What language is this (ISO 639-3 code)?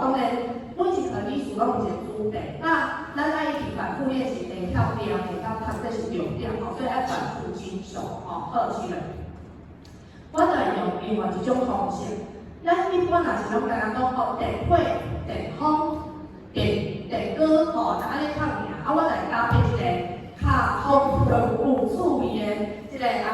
nan